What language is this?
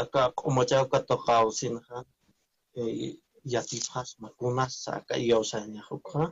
Aymara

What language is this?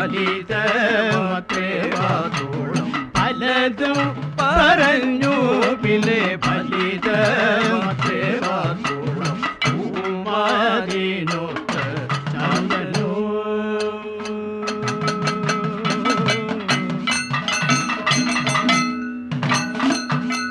Malayalam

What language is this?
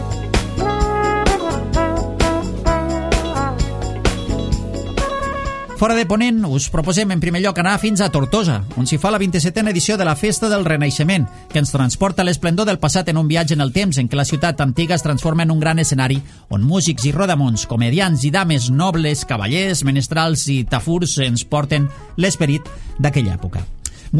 Catalan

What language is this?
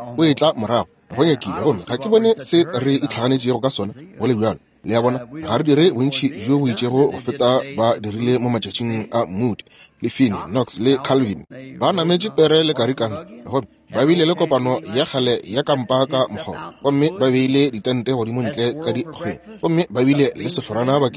Northern Sotho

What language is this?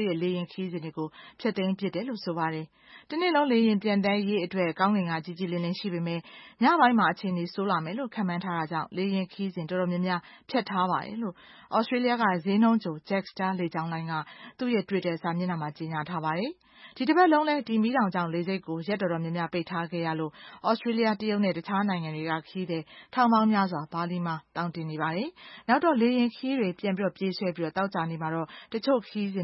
Burmese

